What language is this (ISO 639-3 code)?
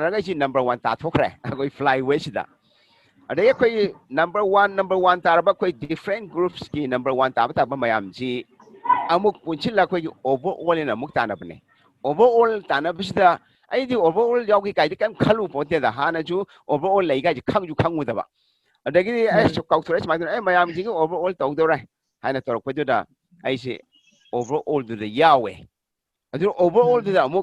mni